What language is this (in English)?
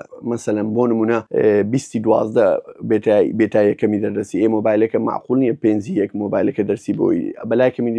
Central Kurdish